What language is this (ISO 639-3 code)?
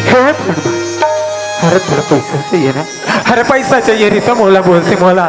hne